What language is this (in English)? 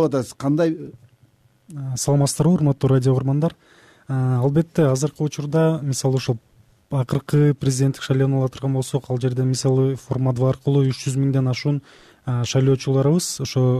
Kyrgyz